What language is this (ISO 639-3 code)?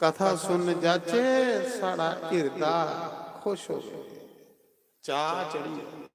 doi